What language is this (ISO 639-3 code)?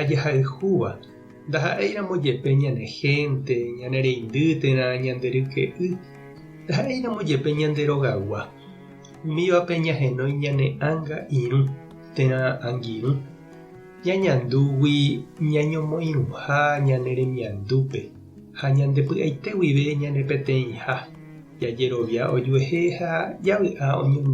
grn